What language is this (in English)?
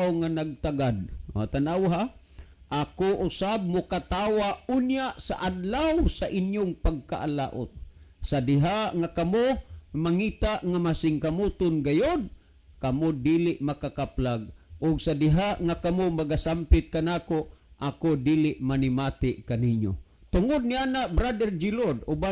Cebuano